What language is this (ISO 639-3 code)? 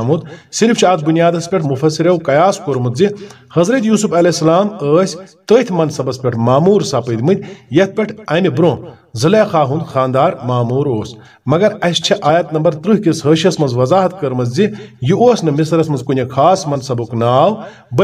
kas